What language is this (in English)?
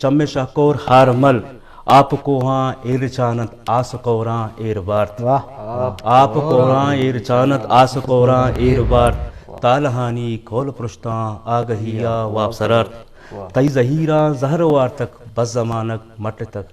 Eastern Balochi